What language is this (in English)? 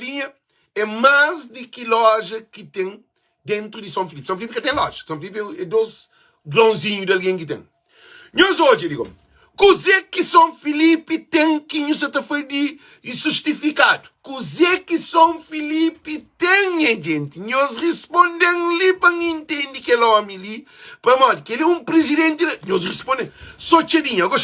Kabuverdianu